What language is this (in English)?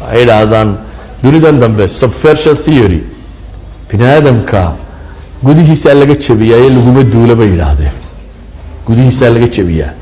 Somali